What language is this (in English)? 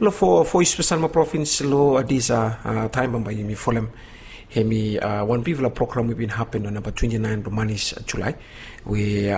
Bislama